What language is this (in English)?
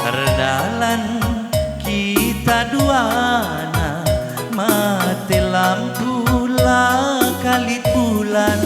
Batak Karo